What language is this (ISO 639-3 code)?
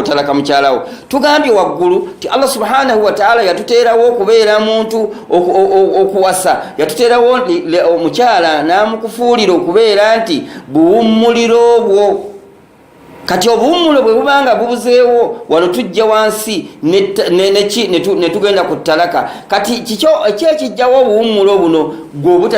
lug